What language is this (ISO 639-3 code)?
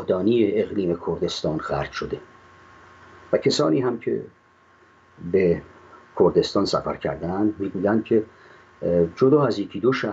fas